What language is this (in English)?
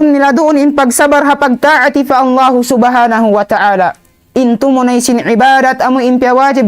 Tausug